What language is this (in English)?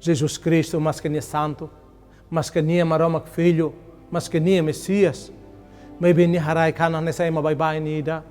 Tetum